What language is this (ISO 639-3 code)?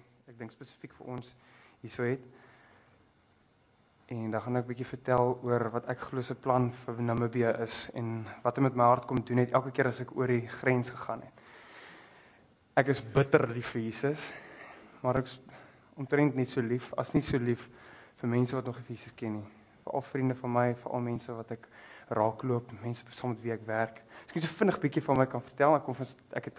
afr